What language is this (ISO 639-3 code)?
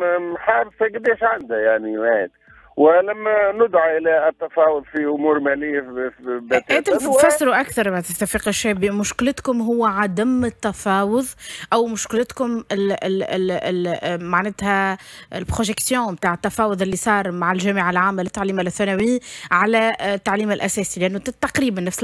aeb